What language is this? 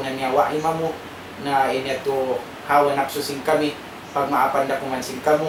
Tausug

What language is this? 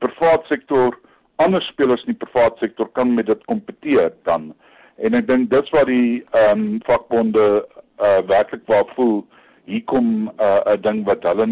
Afrikaans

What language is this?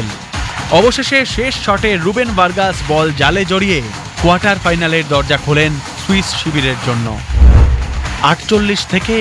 Bangla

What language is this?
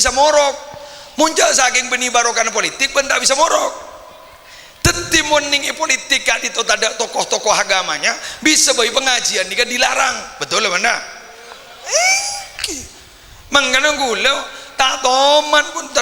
Madurese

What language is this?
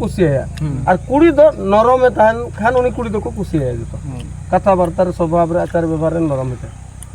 Santali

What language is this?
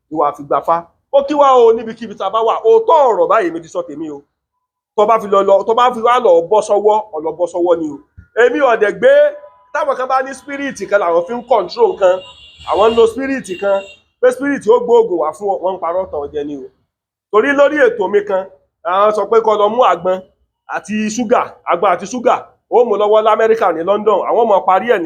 Yoruba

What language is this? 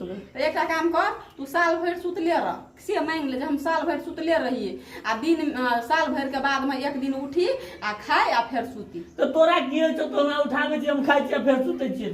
Maithili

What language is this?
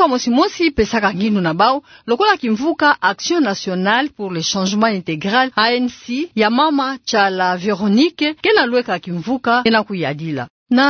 Kituba (Democratic Republic of Congo)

